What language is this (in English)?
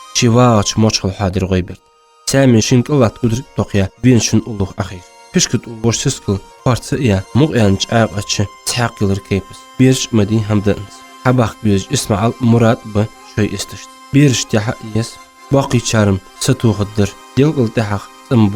Ingush